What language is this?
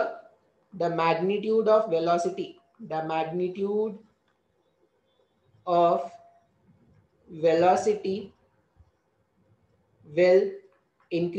Hindi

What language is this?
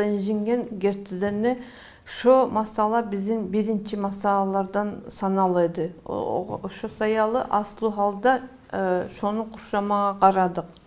Kumyk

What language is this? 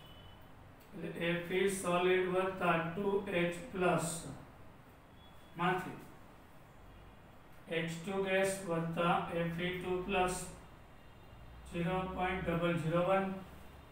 Gujarati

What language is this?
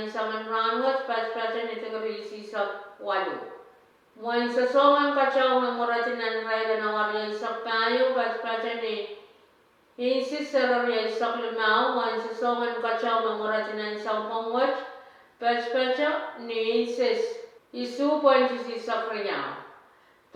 Pohnpeian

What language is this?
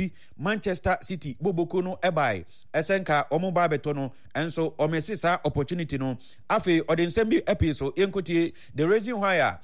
Akan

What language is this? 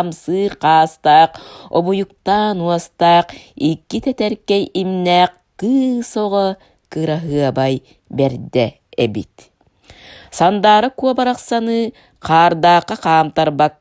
Yakut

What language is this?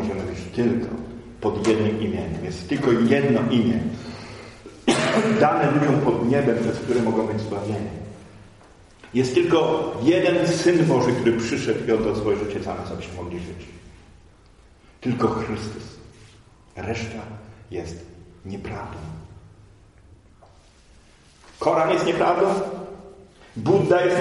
Polish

